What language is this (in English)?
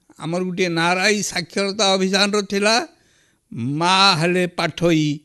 Odia